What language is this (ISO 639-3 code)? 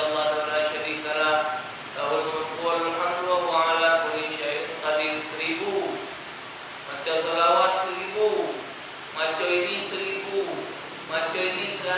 mui